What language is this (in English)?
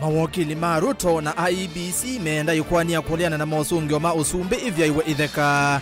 Kamba